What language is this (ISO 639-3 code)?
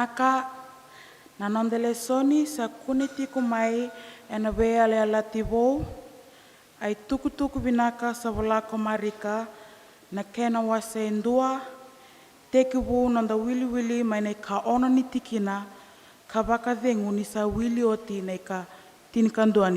fij